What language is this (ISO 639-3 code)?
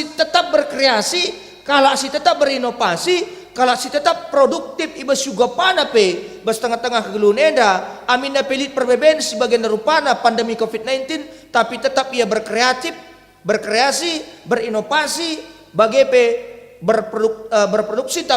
btx